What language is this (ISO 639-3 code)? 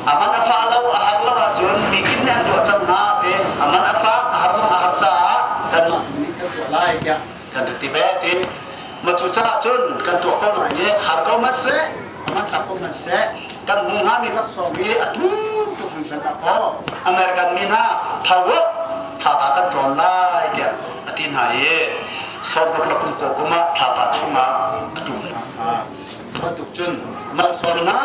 cnh